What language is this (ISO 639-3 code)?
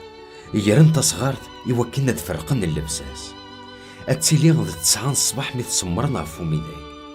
kab